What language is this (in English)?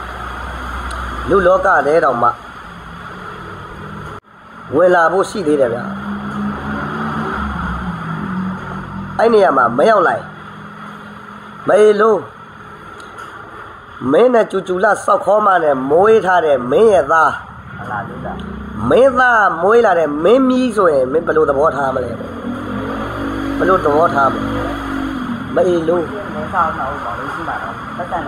Burmese